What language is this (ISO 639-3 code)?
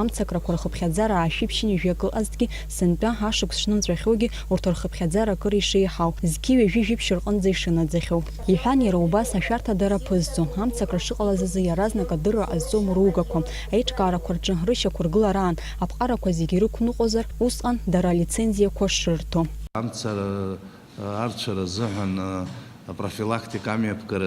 abk